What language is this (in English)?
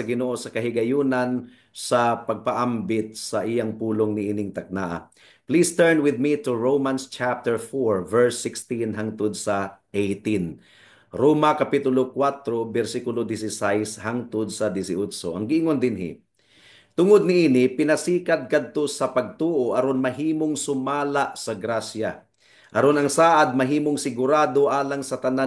Cebuano